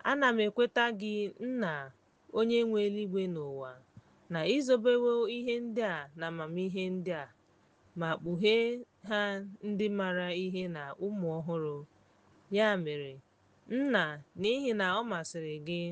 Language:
Igbo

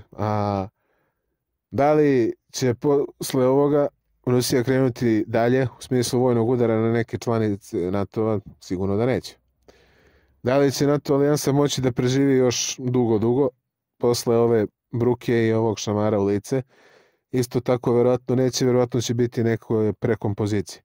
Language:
Serbian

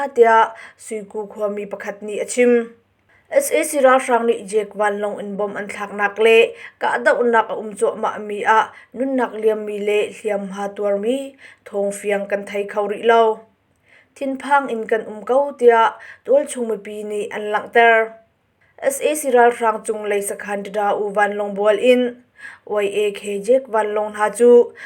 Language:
Hakha Chin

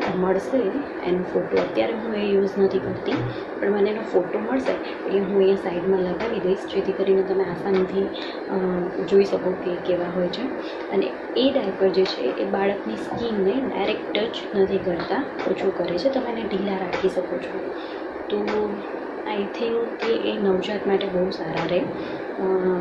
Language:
Gujarati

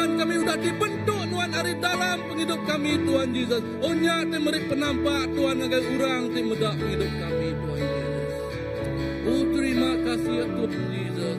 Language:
Iban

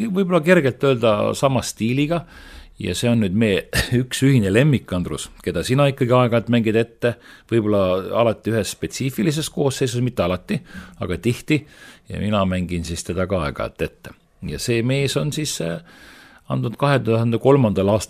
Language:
Estonian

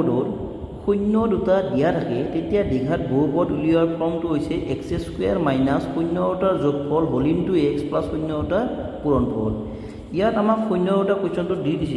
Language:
Assamese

